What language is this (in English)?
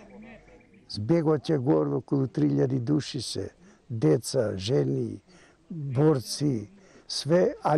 Macedonian